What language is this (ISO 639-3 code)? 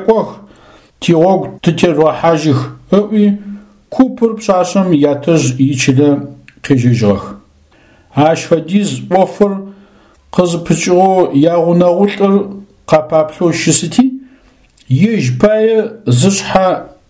ady